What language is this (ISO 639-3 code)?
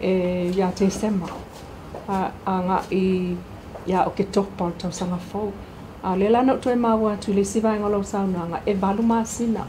smo